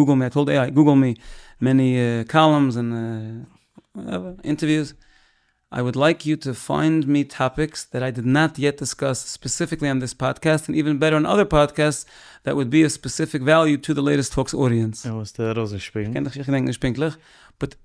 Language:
Yiddish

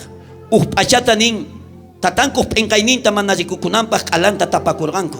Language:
South Bolivian Quechua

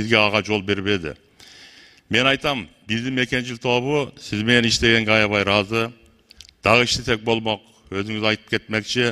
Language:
Kyrgyz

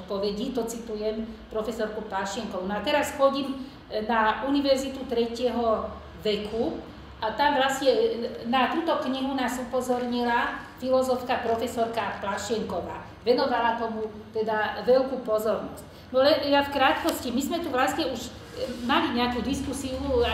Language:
Slovak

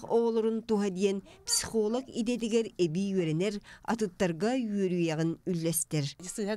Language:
Yakut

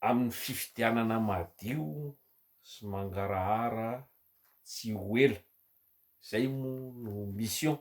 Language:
Malagasy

